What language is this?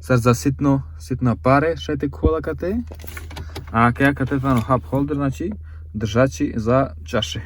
Romany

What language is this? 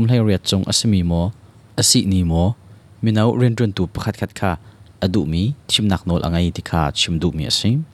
Hakha Chin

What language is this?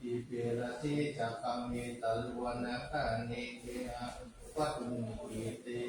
Pali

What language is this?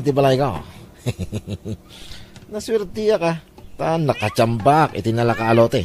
Iloko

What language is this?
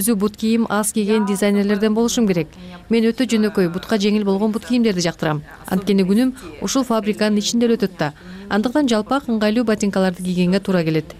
Kyrgyz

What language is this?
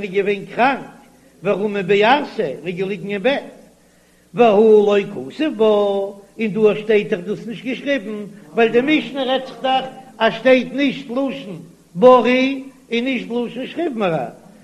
Yiddish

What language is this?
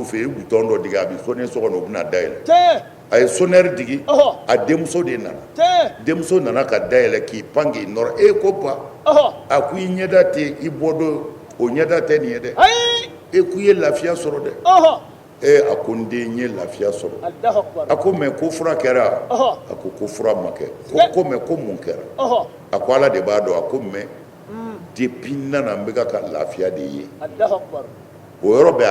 Bambara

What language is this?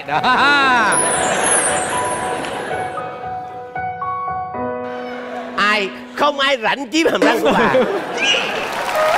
Vietnamese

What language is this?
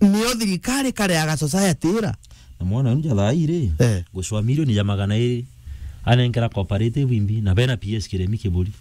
Meru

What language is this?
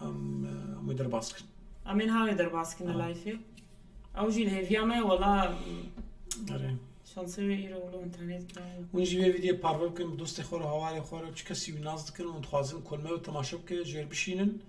Kurdish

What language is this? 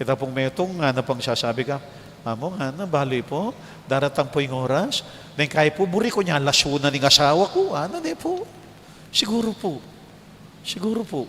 Pampanga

